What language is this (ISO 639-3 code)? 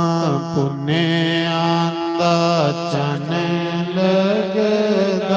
doi